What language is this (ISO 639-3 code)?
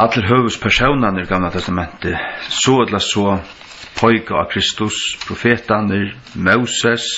fao